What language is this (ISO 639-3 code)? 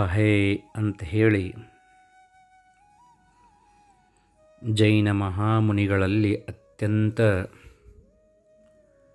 kan